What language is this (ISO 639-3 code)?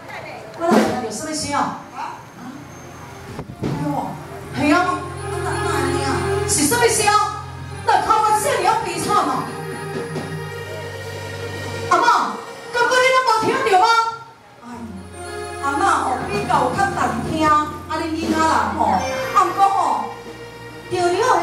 nan